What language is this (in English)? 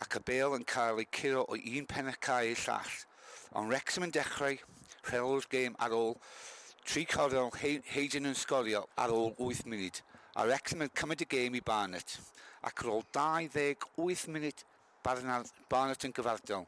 Welsh